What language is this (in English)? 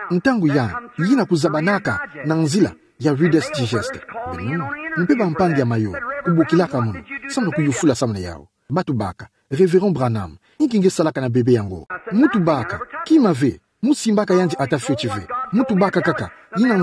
Kituba (Democratic Republic of Congo)